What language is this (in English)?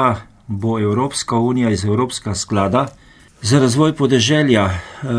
Slovenian